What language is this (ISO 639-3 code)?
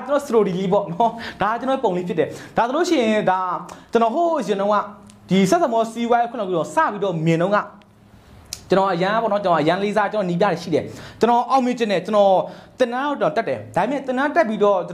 mya